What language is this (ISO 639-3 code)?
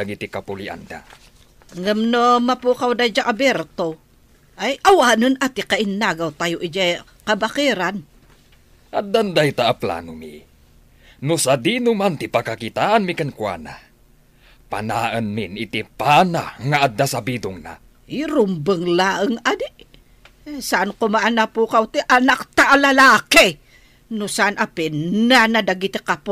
ilo